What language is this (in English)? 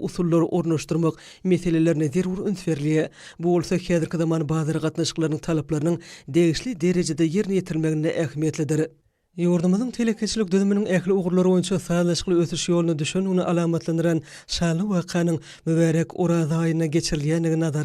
Turkmen